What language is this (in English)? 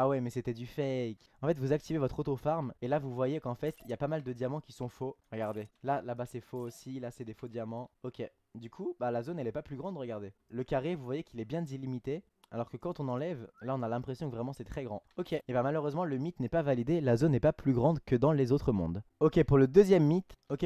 French